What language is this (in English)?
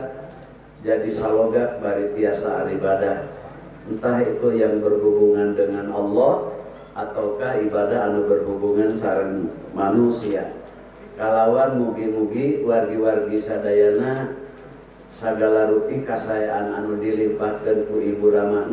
Sundanese